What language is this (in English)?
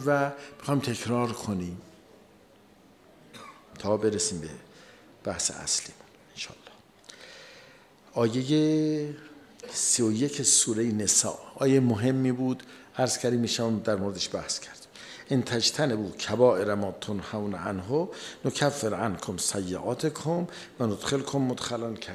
Persian